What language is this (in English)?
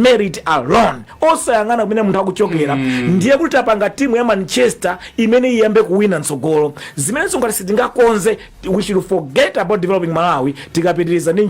Nyanja